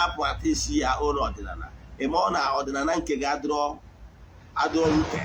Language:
Igbo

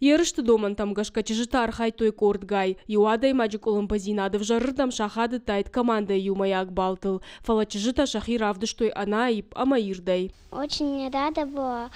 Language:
Ossetic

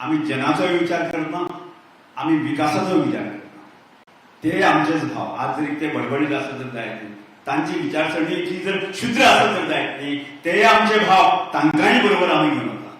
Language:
Konkani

